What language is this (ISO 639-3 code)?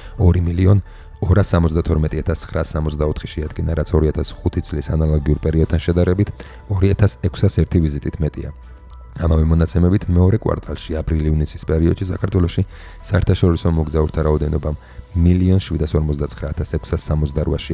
kat